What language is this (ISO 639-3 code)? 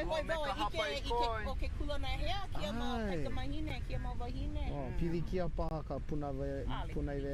haw